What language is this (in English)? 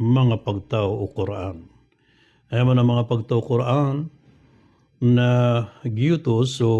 Maranao